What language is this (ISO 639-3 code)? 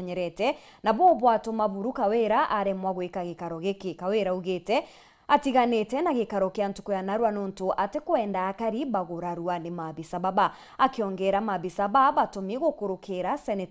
mer